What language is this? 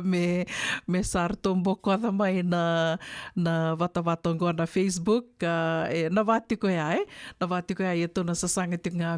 Fijian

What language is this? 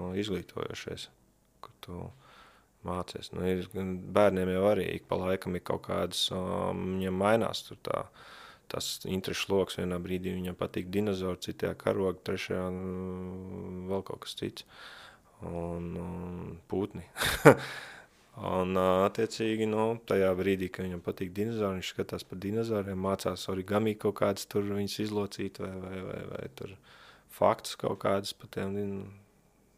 Latvian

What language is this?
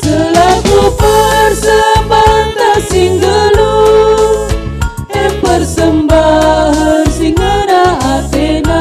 Batak Karo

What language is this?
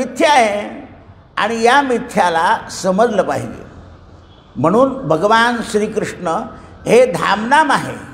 Marathi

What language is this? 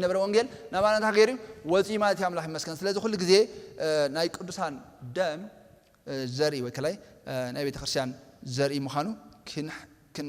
Tigrinya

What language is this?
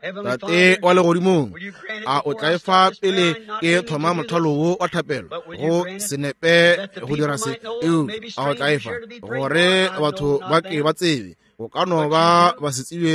Northern Sotho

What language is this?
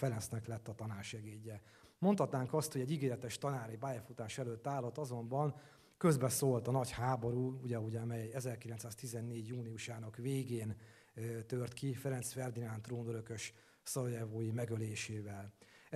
Hungarian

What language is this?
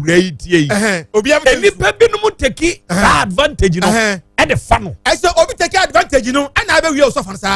Akan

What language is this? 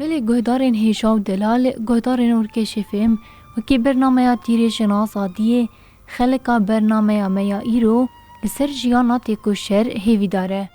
Kurdish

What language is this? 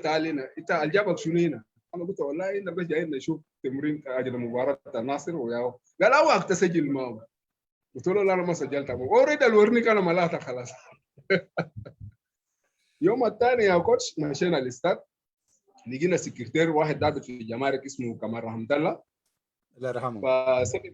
Sudanese Arabic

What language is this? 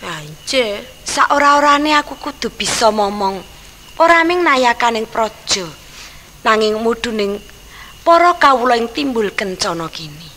Javanese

